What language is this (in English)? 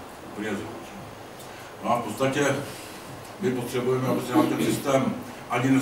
Czech